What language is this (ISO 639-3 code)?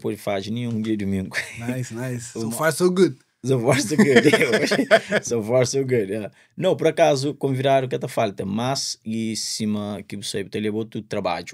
kea